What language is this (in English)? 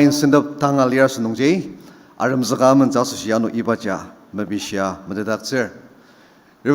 Ao Naga